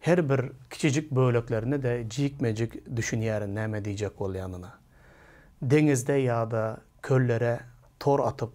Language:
Turkmen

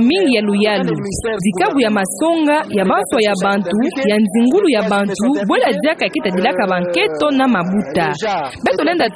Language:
Kituba (Democratic Republic of Congo)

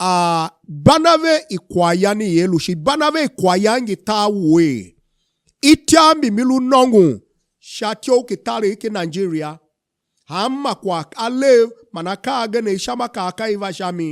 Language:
Tiv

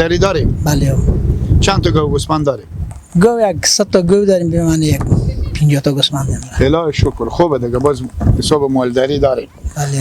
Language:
Persian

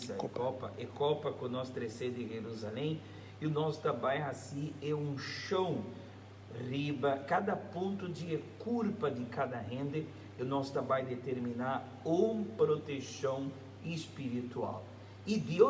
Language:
Papiamento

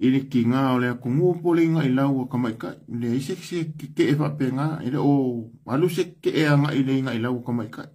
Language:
Samoan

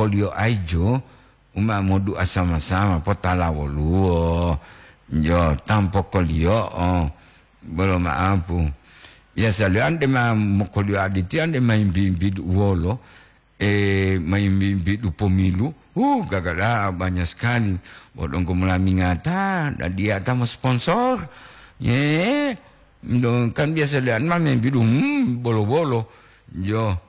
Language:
Gorontalo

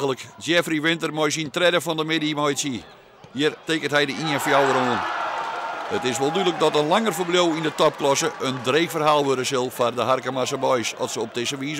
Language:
Western Frisian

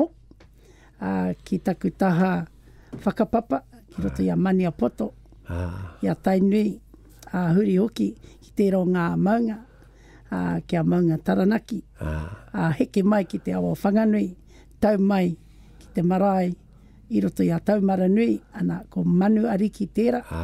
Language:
Māori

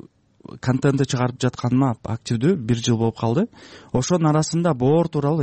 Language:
Kyrgyz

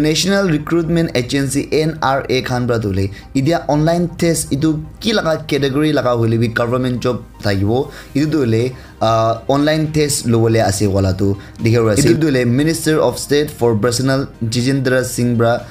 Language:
Naga Pidgin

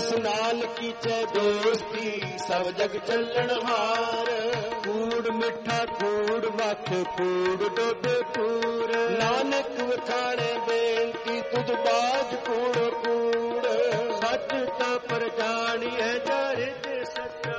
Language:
Punjabi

